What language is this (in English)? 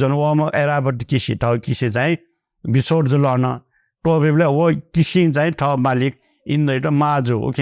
Newari